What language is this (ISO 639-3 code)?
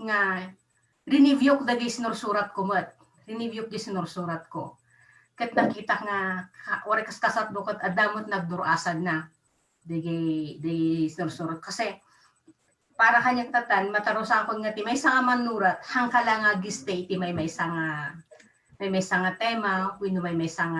ilo